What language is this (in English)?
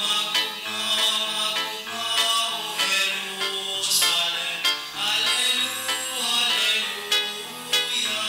Bikol